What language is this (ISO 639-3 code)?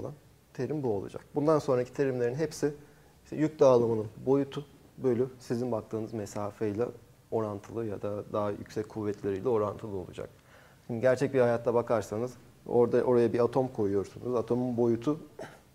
tur